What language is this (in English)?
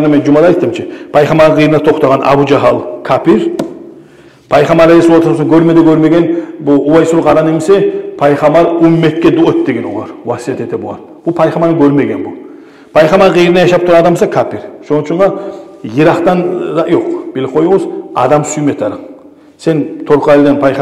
Kumyk